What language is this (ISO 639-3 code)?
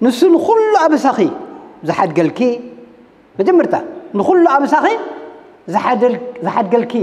tir